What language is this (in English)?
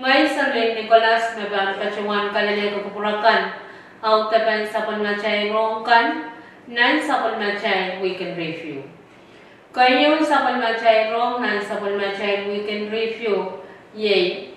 Pohnpeian